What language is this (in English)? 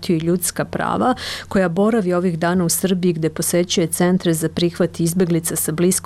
Serbian